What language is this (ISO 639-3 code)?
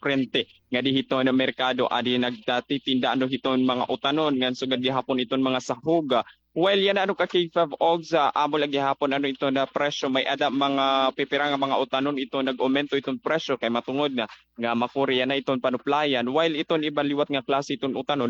war